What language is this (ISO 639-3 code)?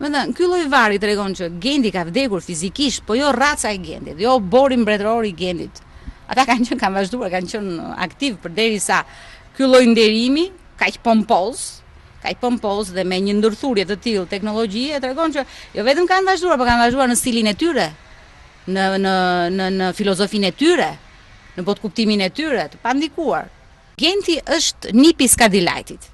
sqi